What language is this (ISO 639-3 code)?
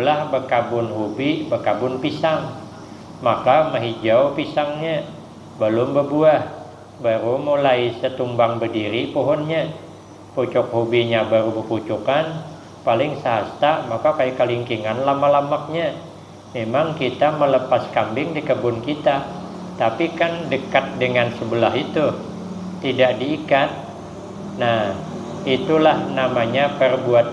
bjn